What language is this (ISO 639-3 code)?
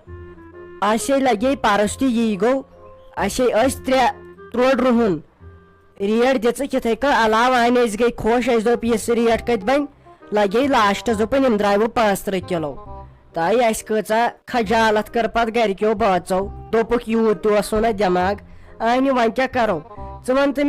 kas